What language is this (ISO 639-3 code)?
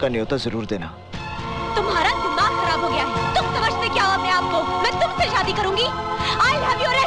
hin